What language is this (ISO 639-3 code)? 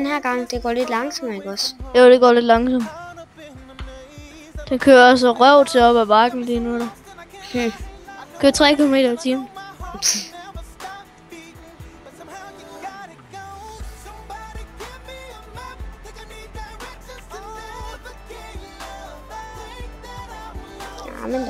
dan